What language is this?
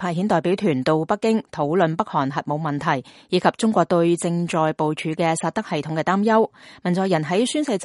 Cantonese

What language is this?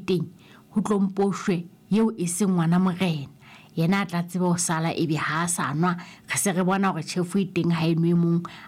Southern Sotho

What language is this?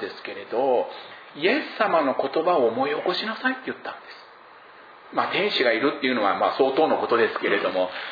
Japanese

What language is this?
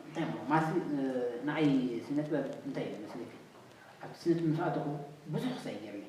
Tigrinya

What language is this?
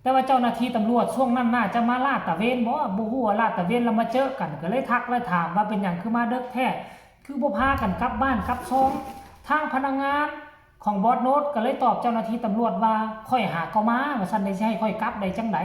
Lao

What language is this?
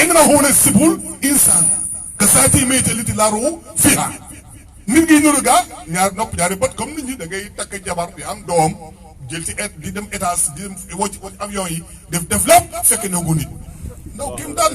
Wolof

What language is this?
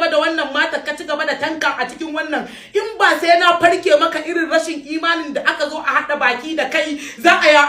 Hausa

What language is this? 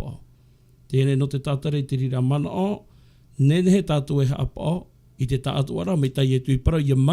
Tahitian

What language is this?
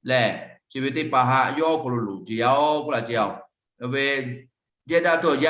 Lahu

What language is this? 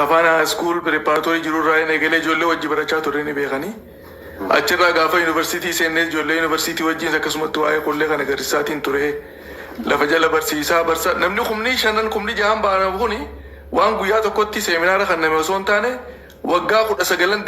Oromo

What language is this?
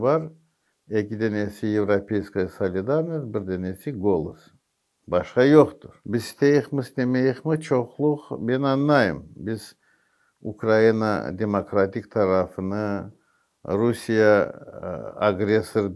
Crimean Tatar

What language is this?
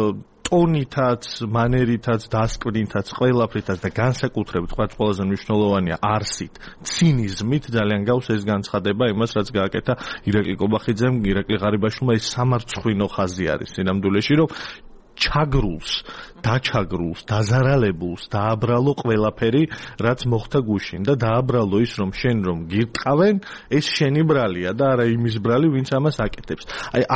Georgian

